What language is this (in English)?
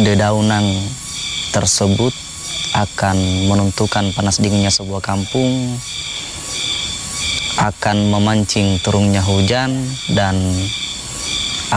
Indonesian